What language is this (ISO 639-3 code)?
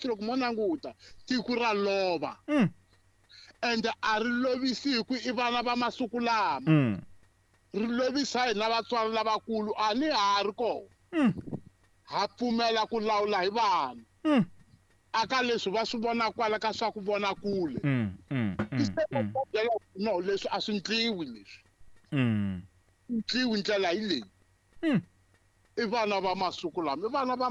tso